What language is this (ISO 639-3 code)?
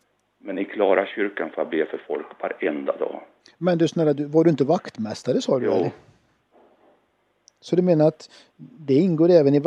swe